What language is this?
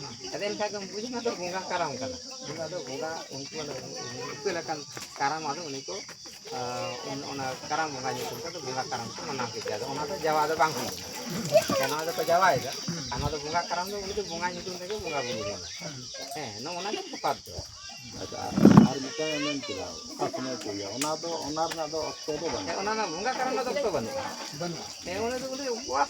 Santali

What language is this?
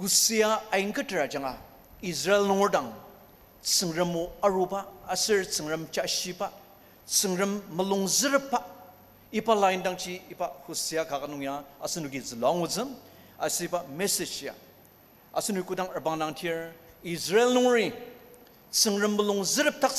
Ao Naga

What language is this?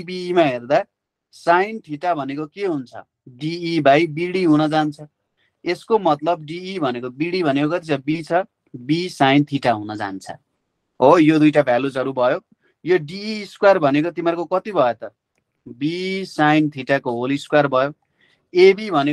Nepali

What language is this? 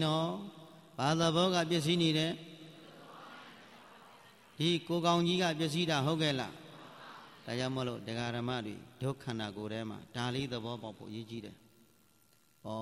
Burmese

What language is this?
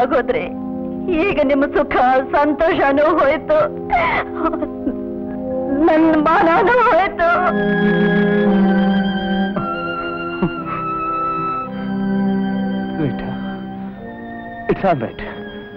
Kannada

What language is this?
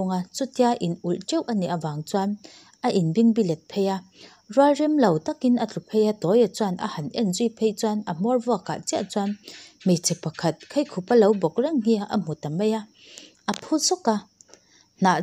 Mizo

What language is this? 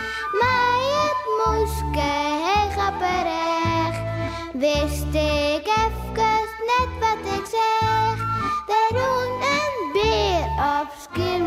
Western Frisian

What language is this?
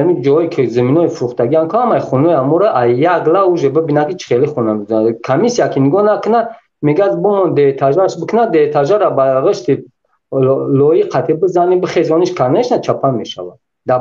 Tajik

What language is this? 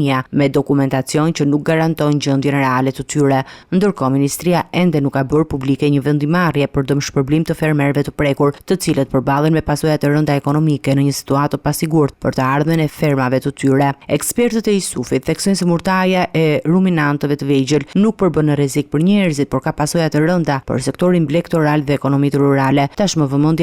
Albanian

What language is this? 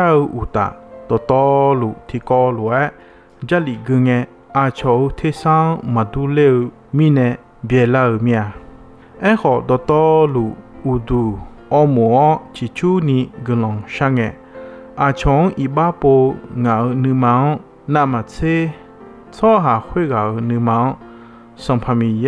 Akha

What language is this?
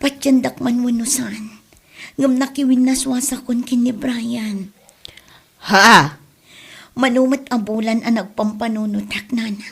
Iloko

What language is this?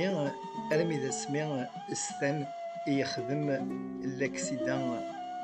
Kabyle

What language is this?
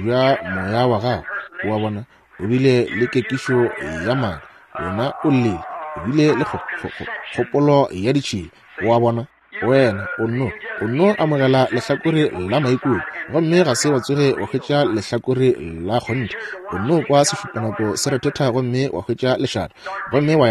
Northern Sotho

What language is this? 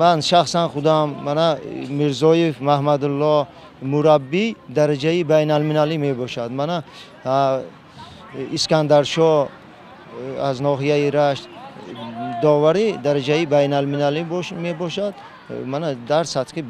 Tajik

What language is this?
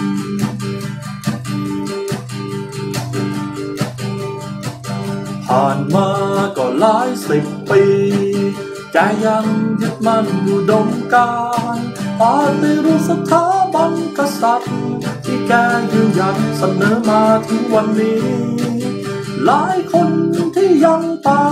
Thai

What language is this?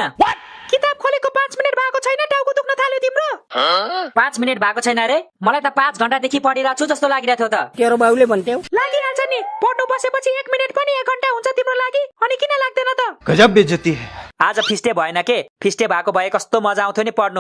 Nepali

